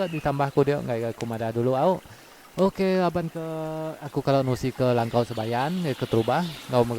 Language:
Iban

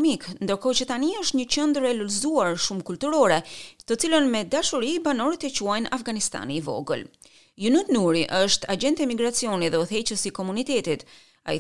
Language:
Albanian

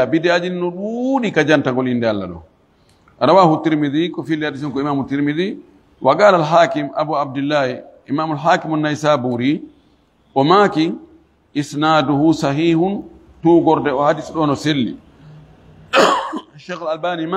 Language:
Fula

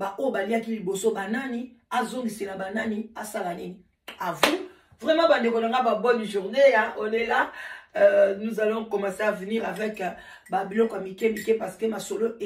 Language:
Lingala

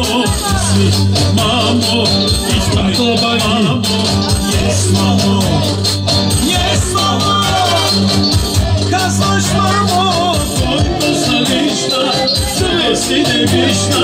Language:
Bulgarian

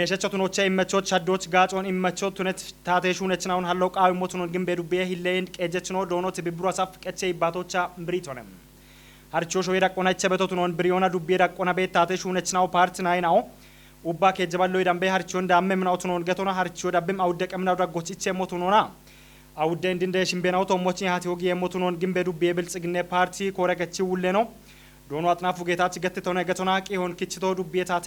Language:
Kafa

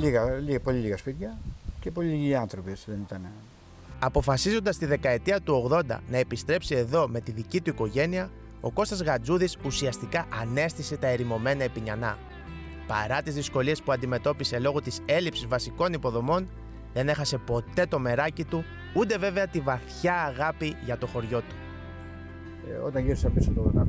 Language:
Greek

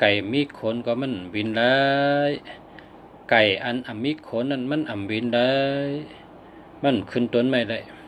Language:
Shan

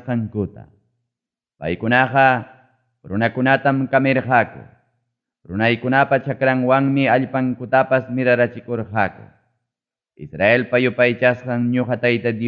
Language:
Ayacucho Quechua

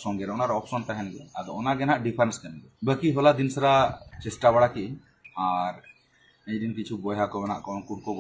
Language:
Santali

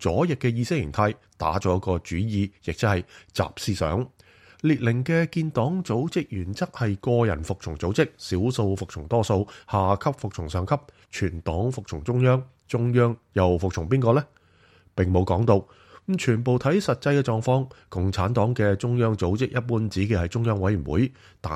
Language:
Cantonese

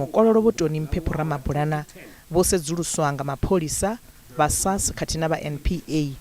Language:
Venda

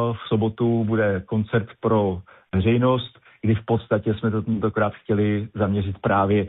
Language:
Czech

